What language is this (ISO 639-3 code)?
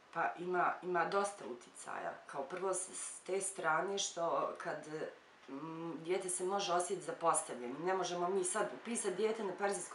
bos